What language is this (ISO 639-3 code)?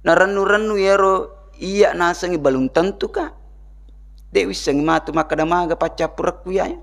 bug